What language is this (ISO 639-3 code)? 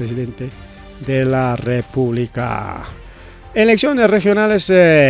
quy